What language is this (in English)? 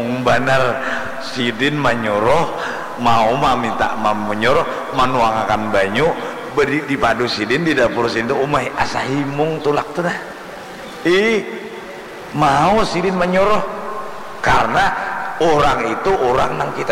Banjar